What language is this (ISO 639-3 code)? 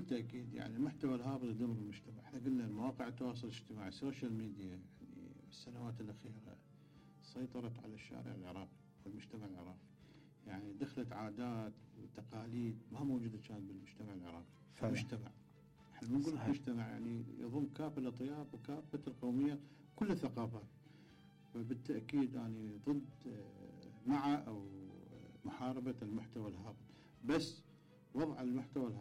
acm